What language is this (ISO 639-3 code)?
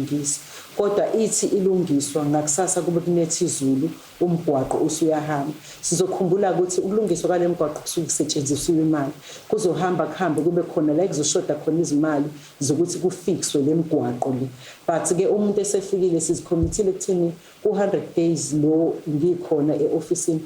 zul